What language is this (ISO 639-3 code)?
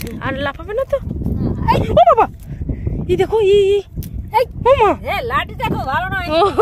ben